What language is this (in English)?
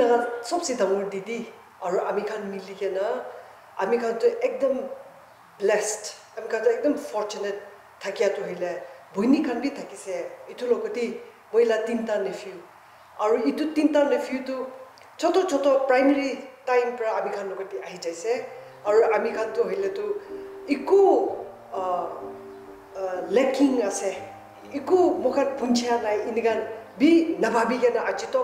Naga Pidgin